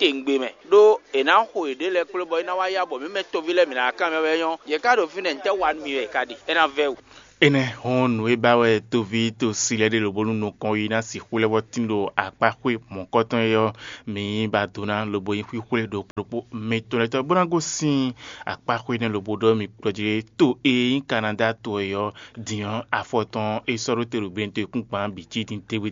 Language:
Fon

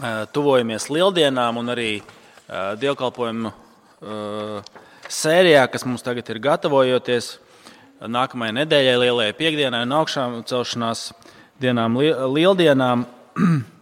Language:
Latvian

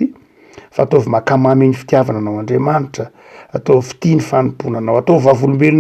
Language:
Malagasy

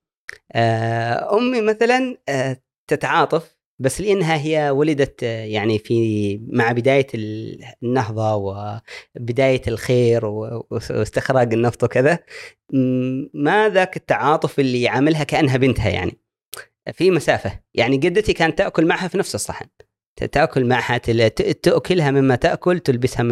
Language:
Gulf Arabic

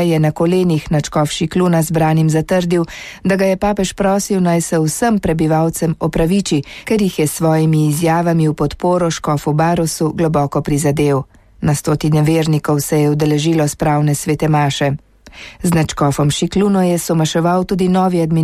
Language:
Slovenian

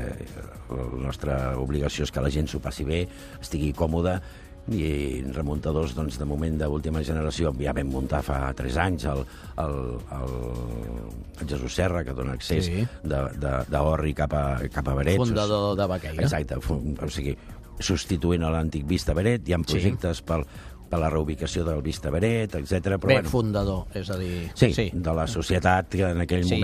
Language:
Catalan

